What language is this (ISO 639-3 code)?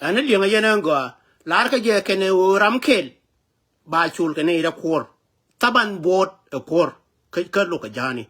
nus